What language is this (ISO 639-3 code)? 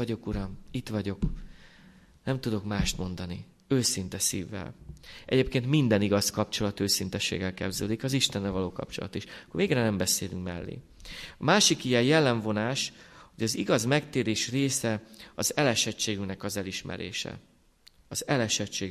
hun